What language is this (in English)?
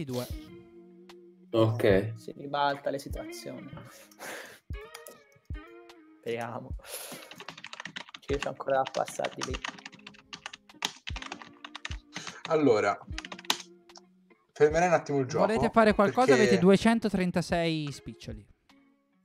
Italian